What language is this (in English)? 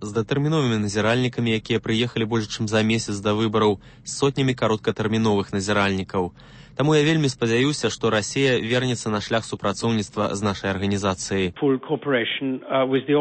Belarusian